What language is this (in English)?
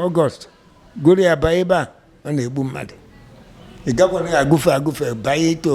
Igbo